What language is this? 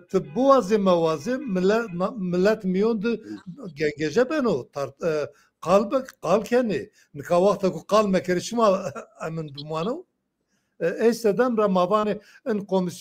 Zaza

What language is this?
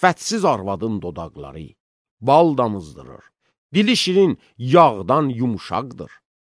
Azerbaijani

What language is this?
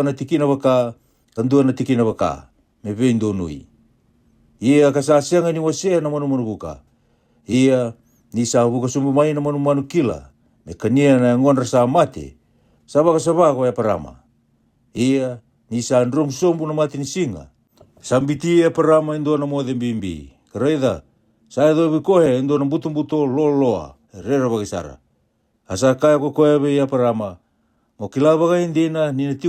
Fijian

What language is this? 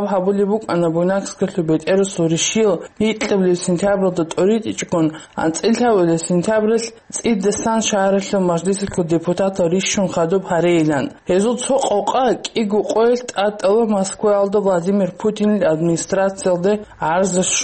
Avaric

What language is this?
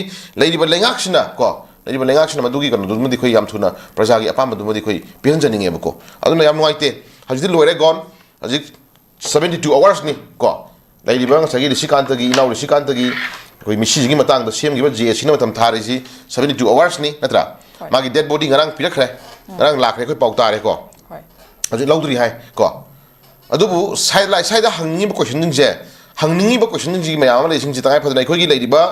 Manipuri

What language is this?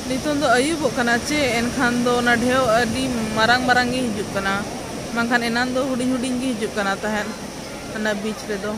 Santali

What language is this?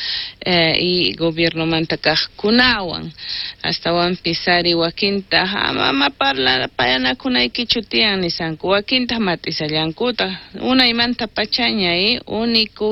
South Bolivian Quechua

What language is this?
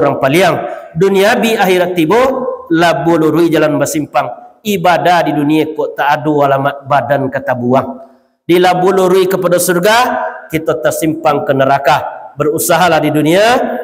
Minangkabau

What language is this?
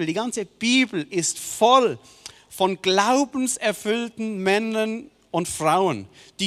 Swiss German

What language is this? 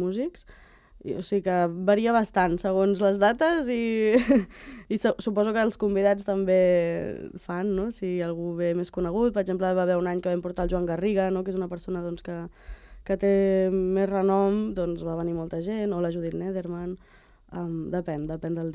Catalan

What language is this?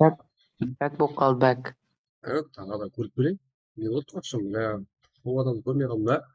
Kara-Kalpak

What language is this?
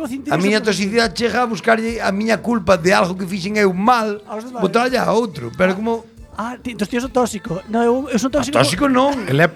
Galician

